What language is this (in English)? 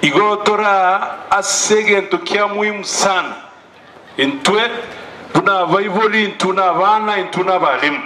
Gusii